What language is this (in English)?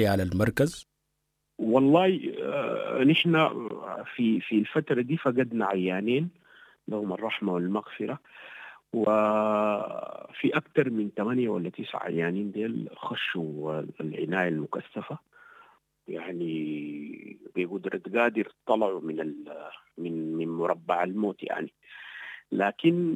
Sudanese Arabic